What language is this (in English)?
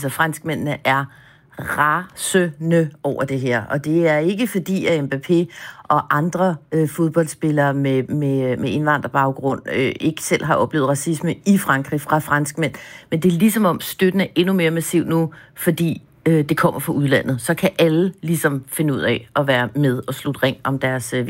Danish